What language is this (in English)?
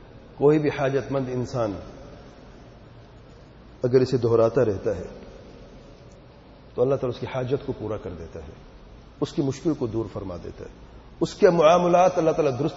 Urdu